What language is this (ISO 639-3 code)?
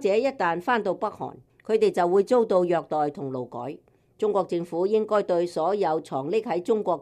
yue